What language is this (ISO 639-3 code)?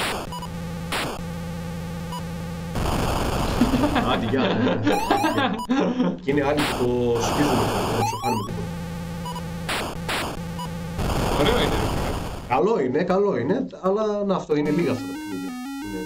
ell